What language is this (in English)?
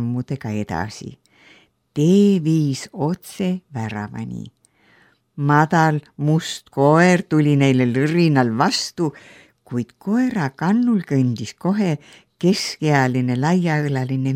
Estonian